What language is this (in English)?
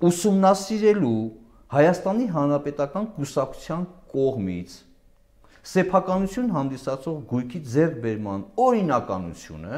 Armenian